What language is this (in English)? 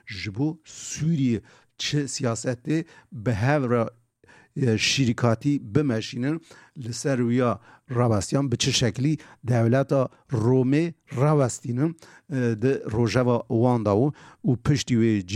Kurdish